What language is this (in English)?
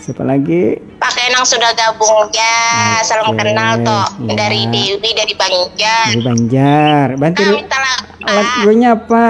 Banjar